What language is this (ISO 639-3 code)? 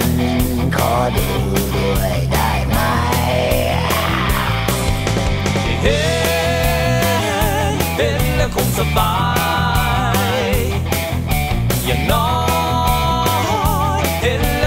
tha